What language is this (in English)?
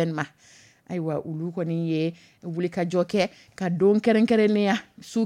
Dyula